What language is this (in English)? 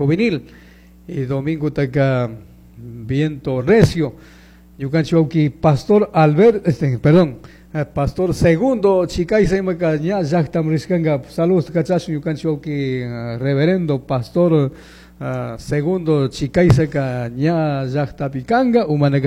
Chimborazo Highland Quichua